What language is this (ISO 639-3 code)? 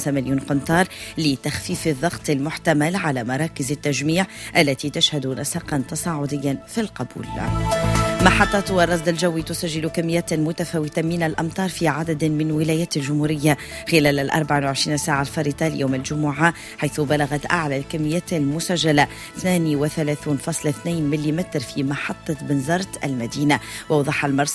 ara